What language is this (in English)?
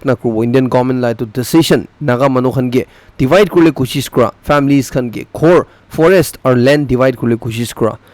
Naga Pidgin